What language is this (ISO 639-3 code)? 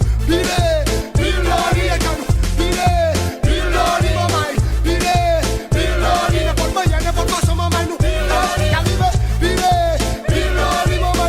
crs